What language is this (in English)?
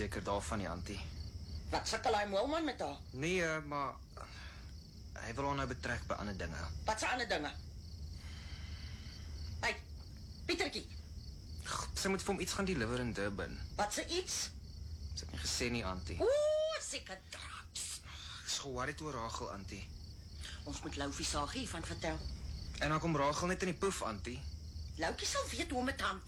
Afrikaans